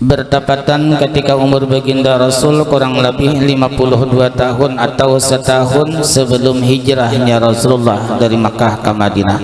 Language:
Banjar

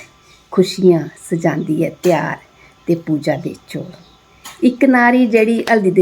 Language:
Dogri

